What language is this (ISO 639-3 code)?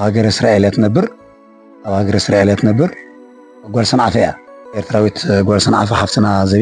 tir